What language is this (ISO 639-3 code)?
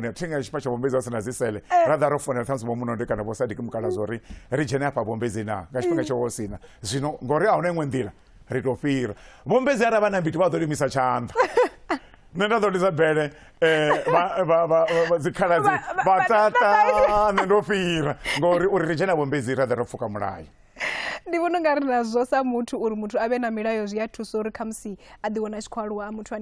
ven